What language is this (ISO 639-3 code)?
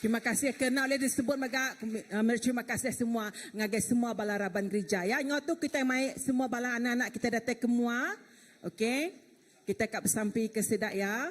iba